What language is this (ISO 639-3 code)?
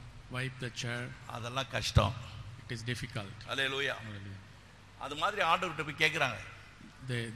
tam